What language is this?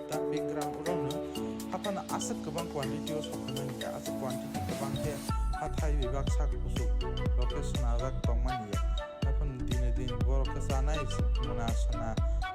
Kok Borok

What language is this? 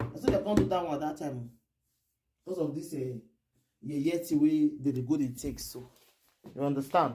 Nigerian Pidgin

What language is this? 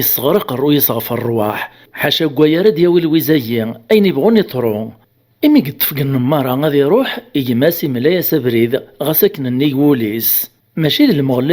Kabyle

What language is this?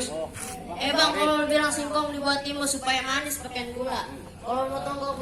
Betawi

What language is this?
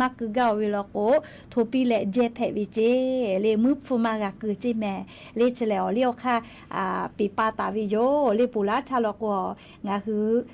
Lahu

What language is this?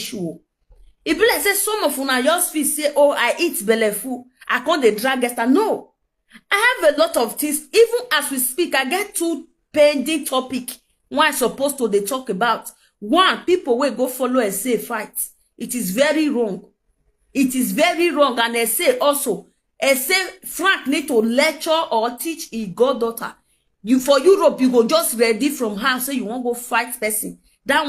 Nigerian Pidgin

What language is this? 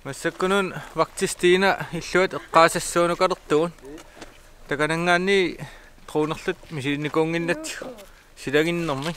Kalaallisut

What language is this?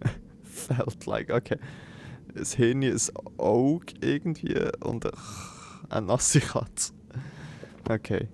Swiss German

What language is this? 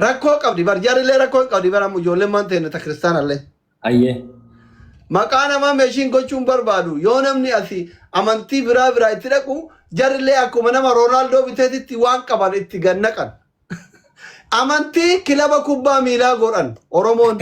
Oromo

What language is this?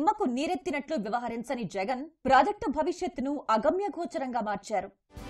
Telugu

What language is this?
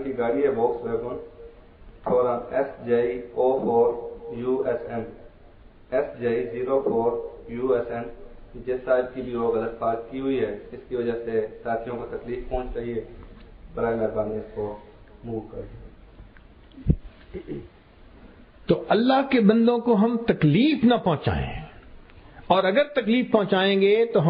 Urdu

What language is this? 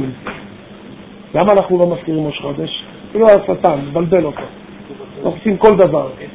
Hebrew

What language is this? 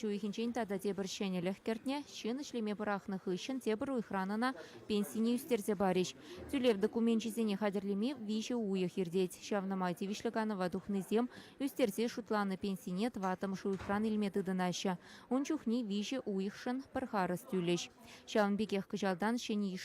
Chuvash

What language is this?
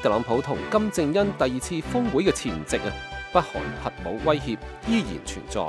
Cantonese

